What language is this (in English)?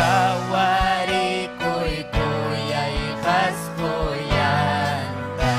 Ayacucho Quechua